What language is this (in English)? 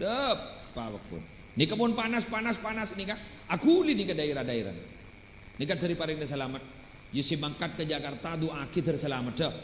Madurese